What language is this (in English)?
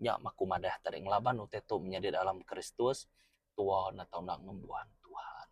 Iban